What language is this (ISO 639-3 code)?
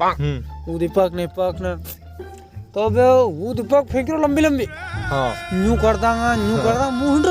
raj